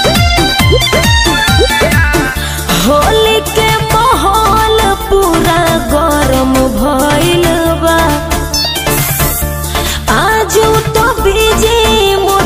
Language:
Bhojpuri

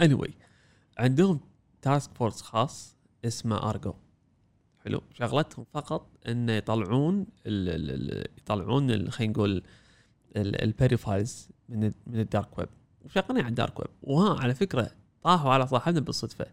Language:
Gulf Arabic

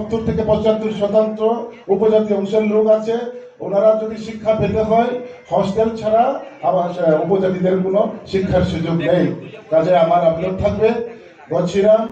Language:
Riang (India)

